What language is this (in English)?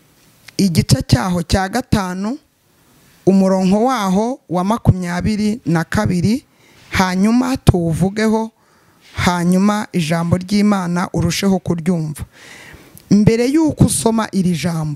Kinyarwanda